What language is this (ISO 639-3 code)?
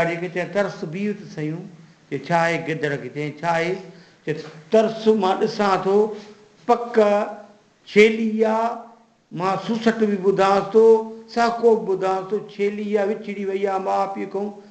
snd